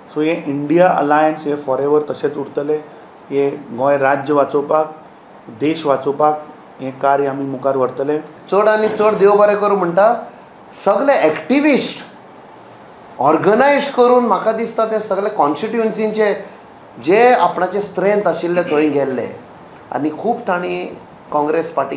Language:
Konkani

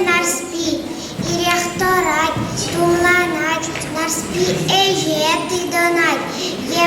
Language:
Chuvash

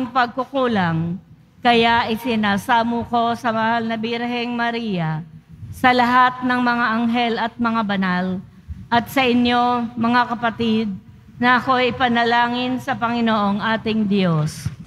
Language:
Filipino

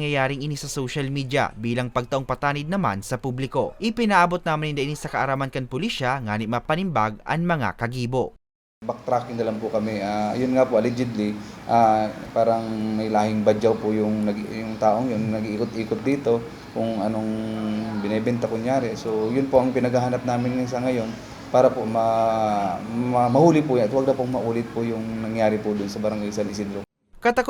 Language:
Bikol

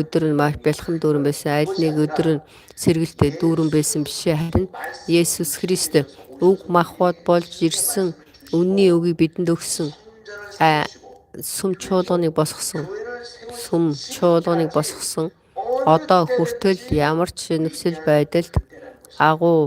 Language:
Mongolian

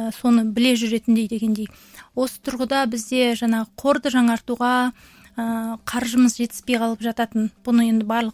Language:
Kazakh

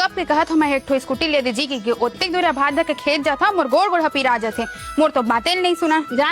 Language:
Chhattisgarhi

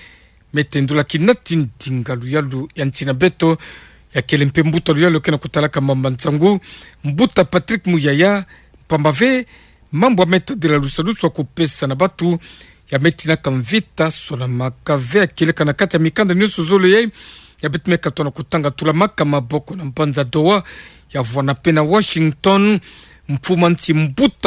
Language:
Kituba (Democratic Republic of Congo)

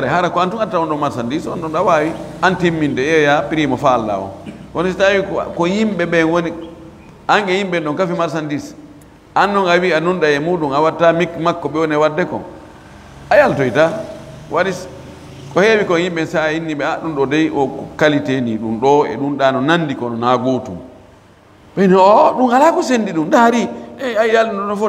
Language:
Fula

